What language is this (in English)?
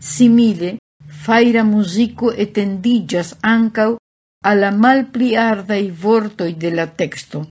Esperanto